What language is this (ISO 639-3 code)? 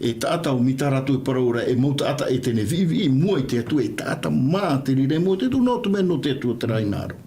tah